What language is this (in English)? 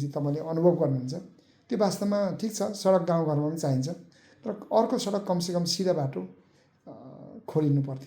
Nepali